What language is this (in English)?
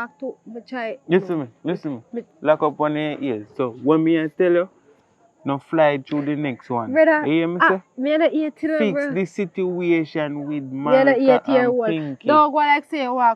Jamaican Creole English